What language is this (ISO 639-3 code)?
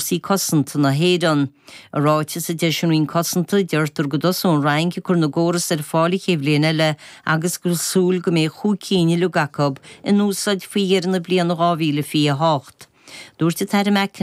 gle